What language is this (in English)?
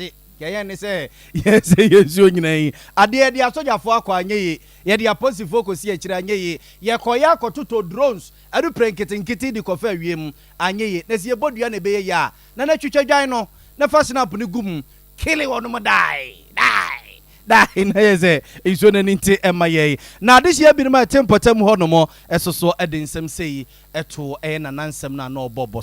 Akan